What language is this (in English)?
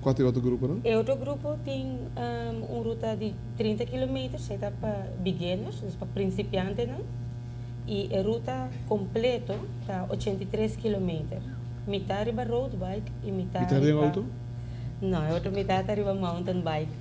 Papiamento